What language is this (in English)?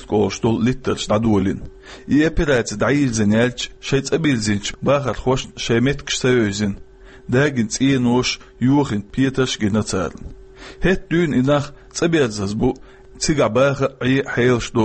Chechen